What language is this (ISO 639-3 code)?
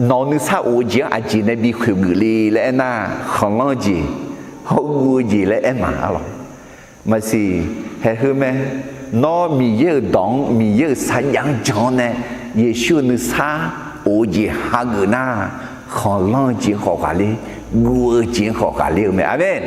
ahk